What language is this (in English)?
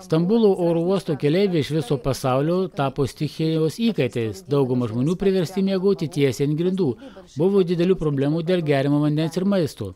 Lithuanian